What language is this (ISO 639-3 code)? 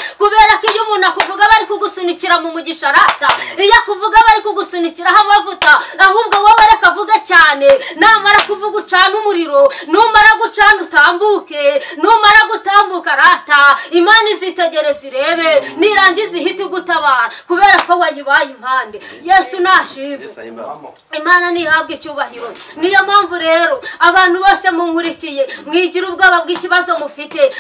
kin